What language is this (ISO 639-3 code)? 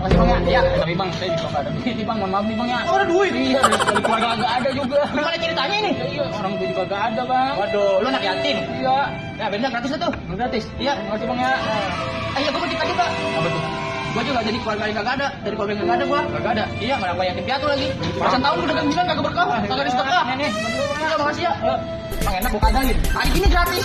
bew